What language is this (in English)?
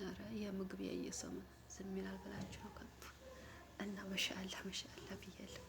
Amharic